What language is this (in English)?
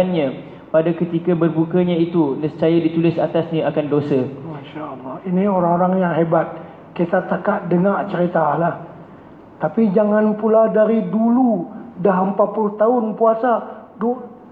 Malay